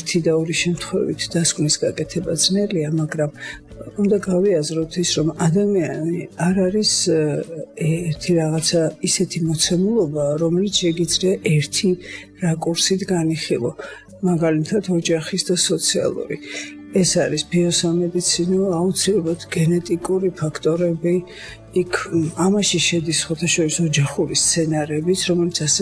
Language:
Georgian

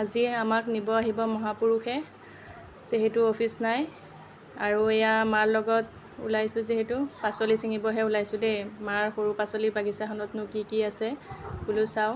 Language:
Assamese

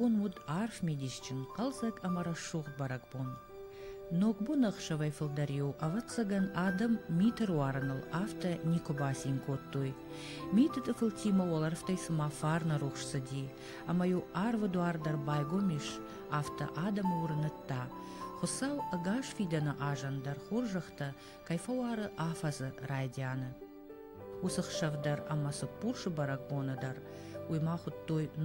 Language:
Ossetic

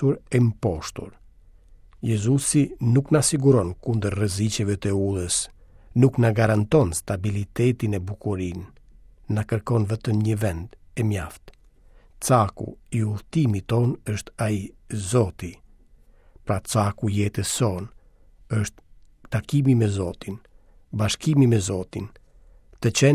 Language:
Albanian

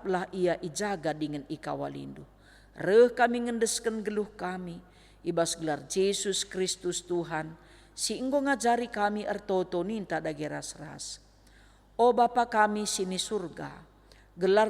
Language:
Batak Karo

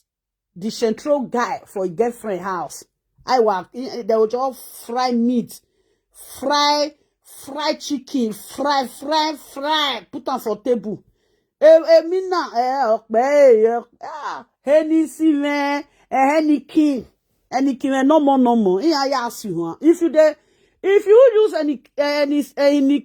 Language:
Nigerian Pidgin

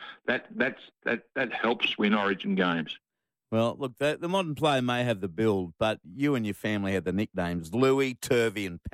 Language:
English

